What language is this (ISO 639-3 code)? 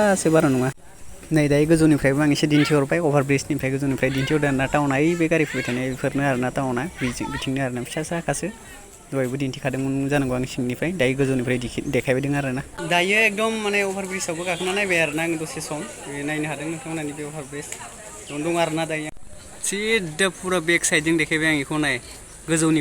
brx